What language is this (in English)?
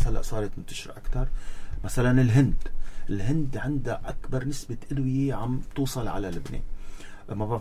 North Levantine Arabic